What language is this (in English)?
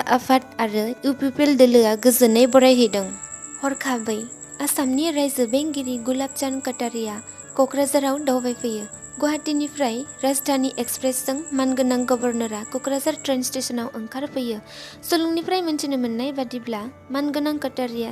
Bodo